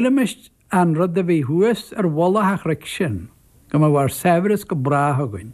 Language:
Irish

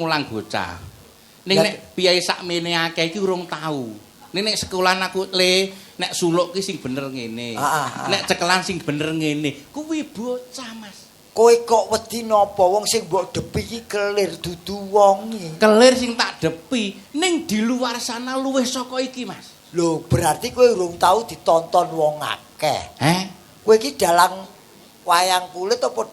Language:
Javanese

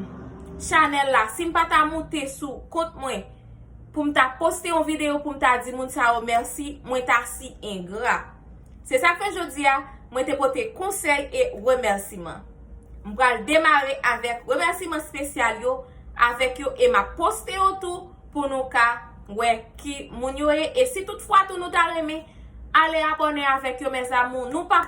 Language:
Haitian Creole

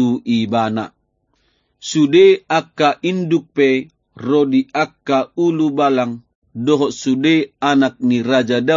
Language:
Batak Toba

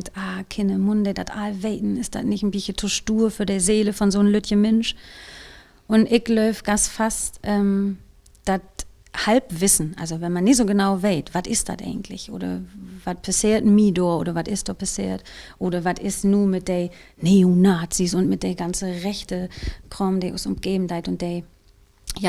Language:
Low German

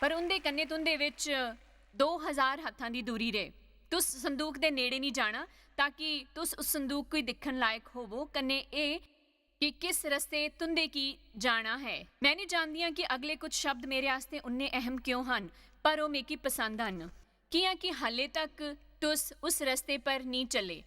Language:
Dogri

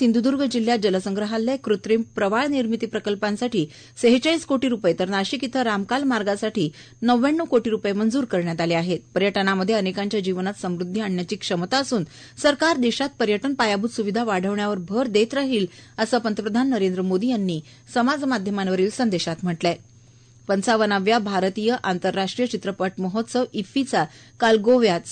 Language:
Marathi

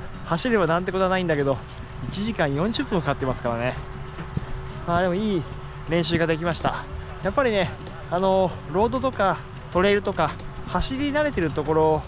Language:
Japanese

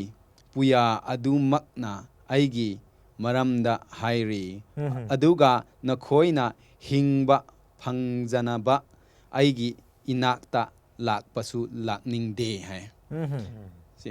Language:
Manipuri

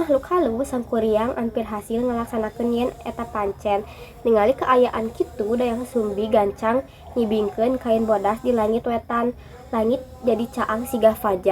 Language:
Sundanese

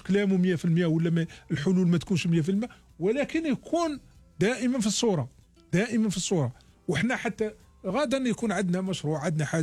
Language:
Algerian Arabic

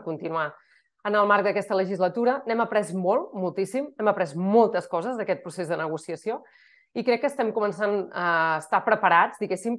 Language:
Catalan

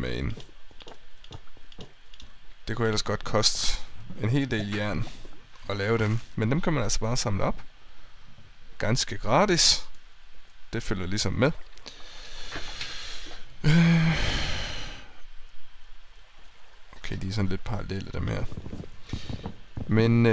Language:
Danish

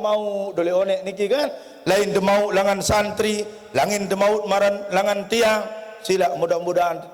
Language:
Sasak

